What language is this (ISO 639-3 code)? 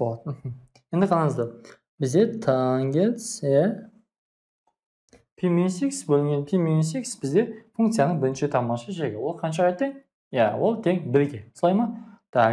kaz